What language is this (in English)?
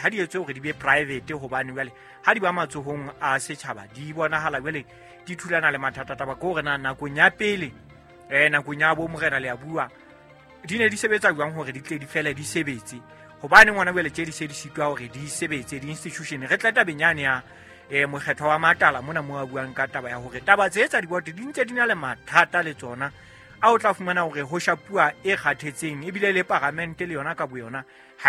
Southern Sotho